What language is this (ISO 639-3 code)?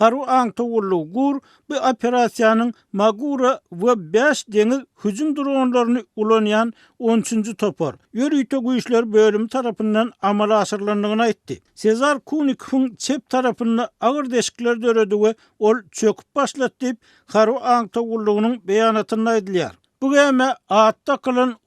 tuk